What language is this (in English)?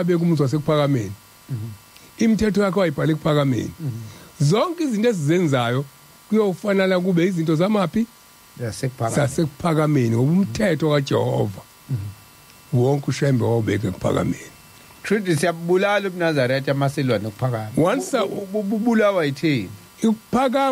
Zulu